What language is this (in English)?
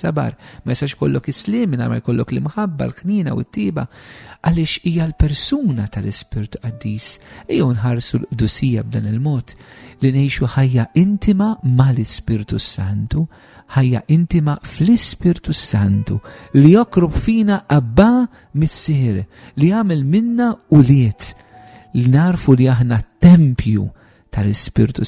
Maltese